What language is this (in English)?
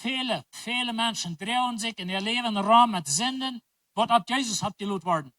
Plautdietsch